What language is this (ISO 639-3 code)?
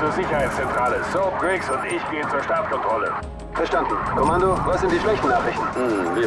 gsw